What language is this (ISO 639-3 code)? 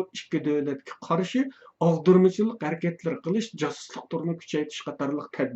uig